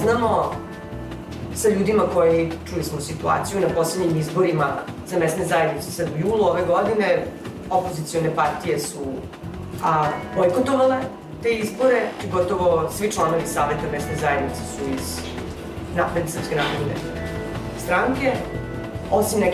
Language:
Serbian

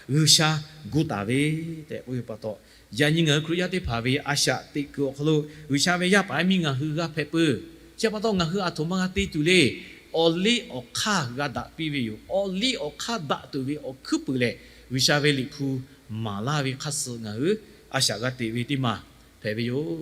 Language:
Lahu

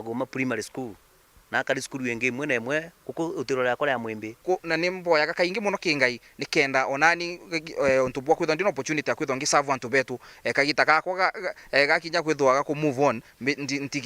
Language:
Meru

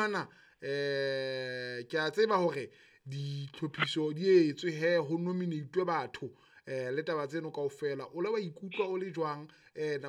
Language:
Southern Sotho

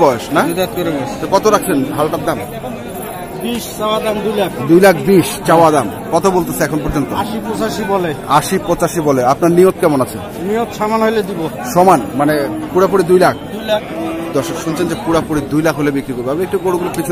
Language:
Bangla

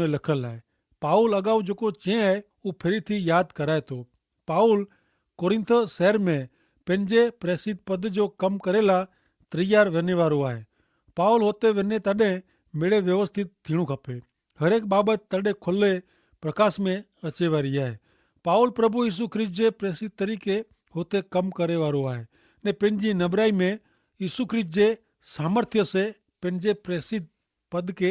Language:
Kachhi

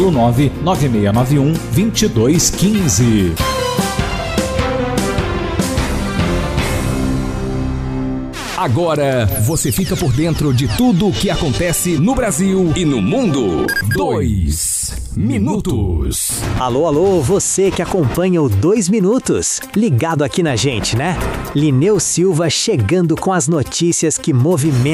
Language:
Portuguese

